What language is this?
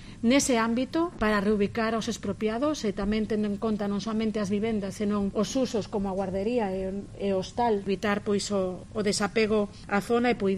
Galician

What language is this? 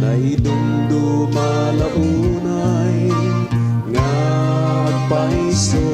Iloko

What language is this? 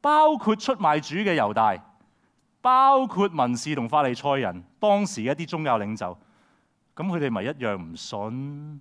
Cantonese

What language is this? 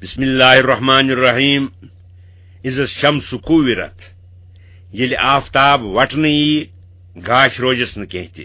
Kashmiri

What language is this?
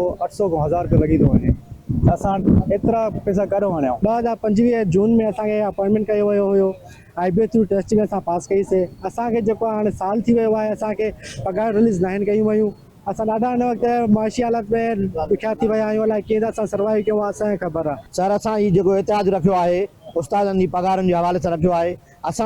Sindhi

